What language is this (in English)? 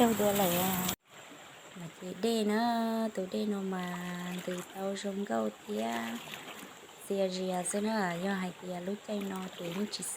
Hmong